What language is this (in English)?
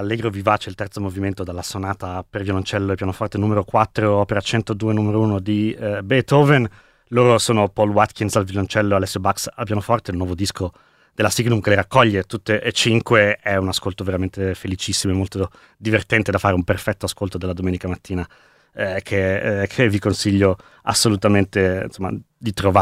Italian